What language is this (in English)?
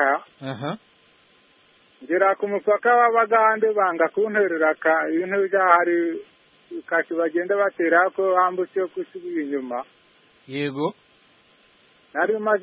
Kinyarwanda